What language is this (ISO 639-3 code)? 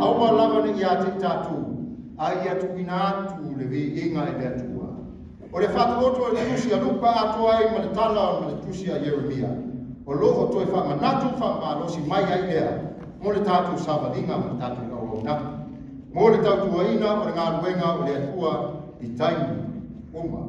smo